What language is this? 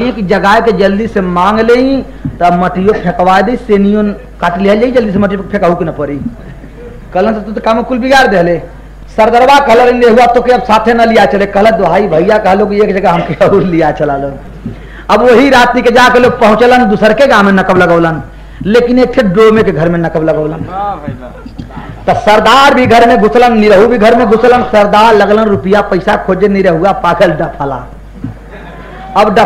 Bhojpuri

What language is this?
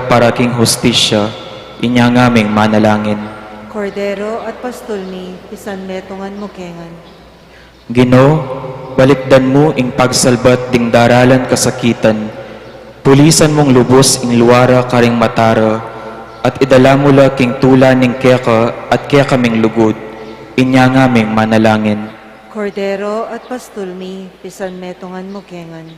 Pampanga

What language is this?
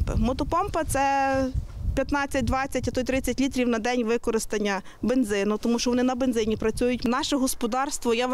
Ukrainian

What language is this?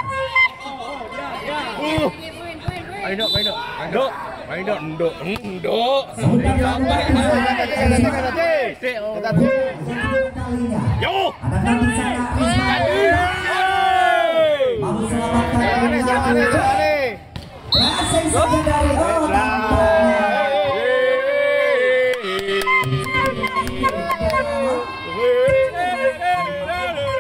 Indonesian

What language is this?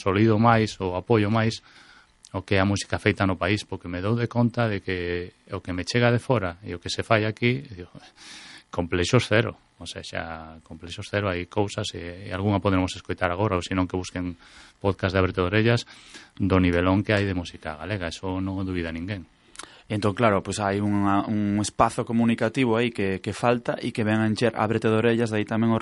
Galician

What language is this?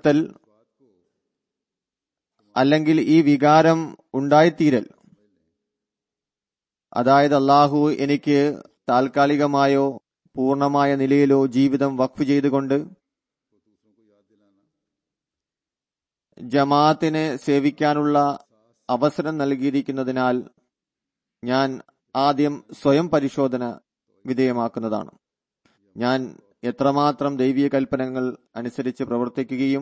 Malayalam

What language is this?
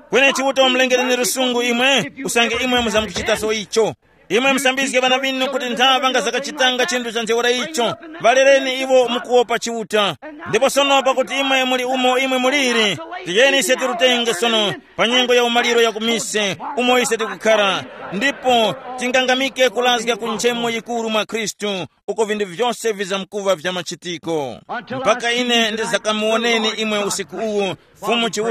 Tumbuka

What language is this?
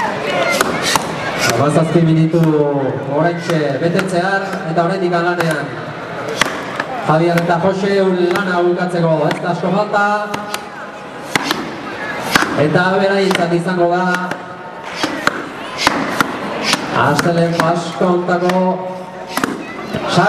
Basque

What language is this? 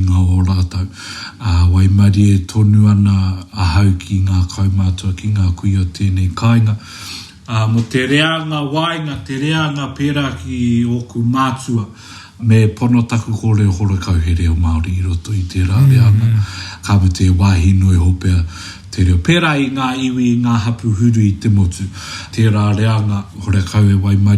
Māori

